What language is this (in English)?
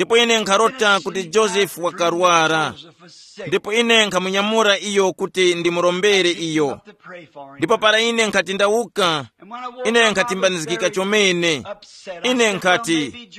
Tumbuka